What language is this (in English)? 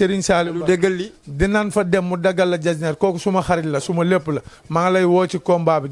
Wolof